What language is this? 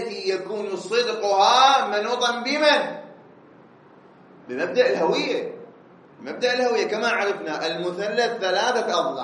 Arabic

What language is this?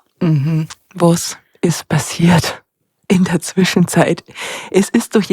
Bavarian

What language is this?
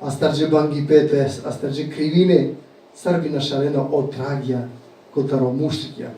Balkan Romani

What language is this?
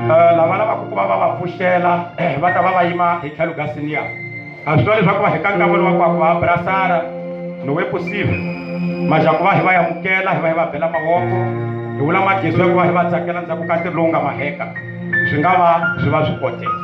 Tsonga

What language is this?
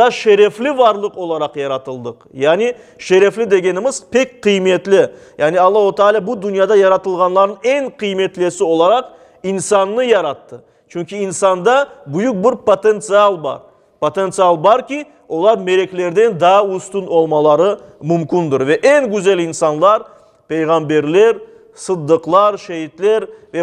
Crimean Tatar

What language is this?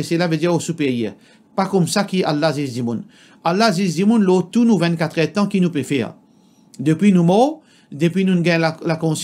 Morisyen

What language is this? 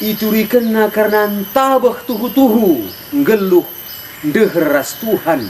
Batak Karo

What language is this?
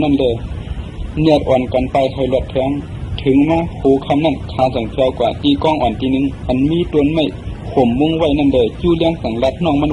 Shan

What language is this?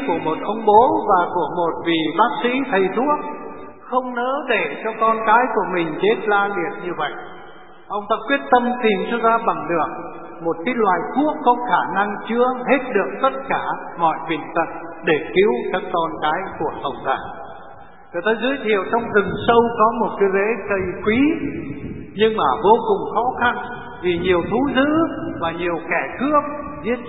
Vietnamese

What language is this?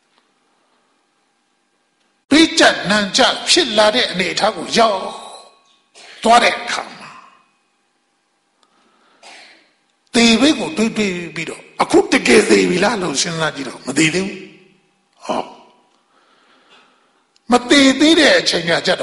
Burmese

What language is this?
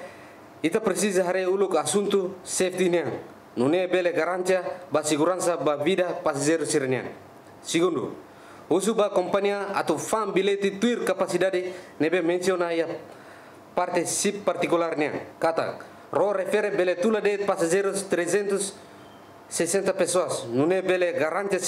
Tetum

